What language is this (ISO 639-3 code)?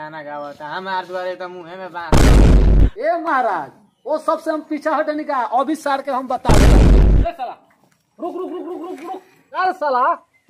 bho